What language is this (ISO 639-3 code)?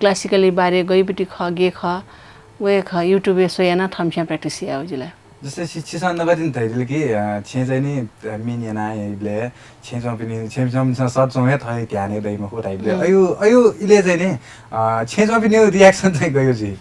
new